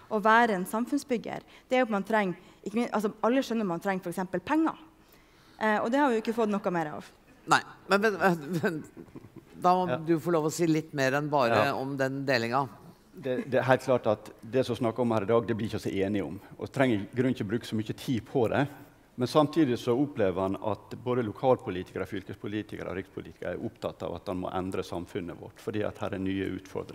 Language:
Norwegian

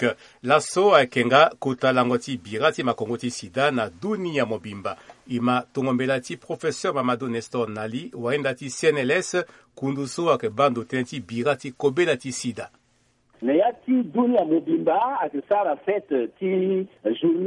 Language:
Sango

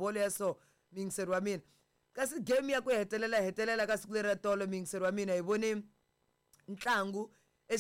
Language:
Tsonga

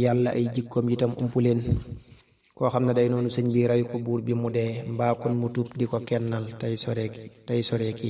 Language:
Wolof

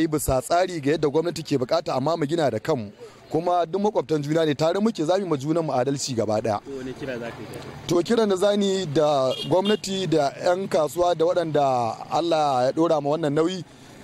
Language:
Hausa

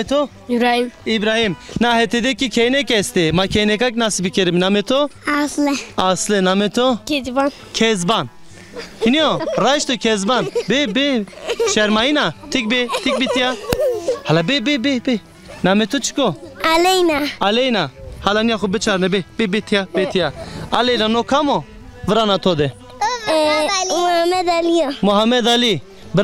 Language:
Zaza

